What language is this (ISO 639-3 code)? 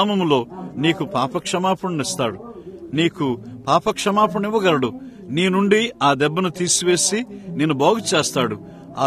tel